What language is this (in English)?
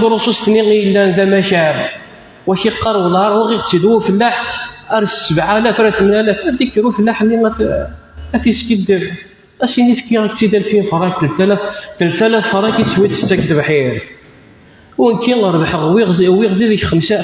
Kabyle